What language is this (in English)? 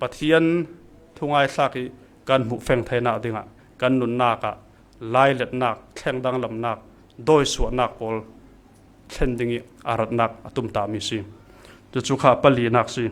Falam Chin